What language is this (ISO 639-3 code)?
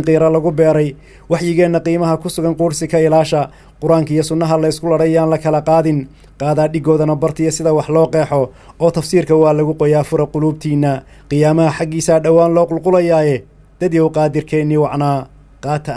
som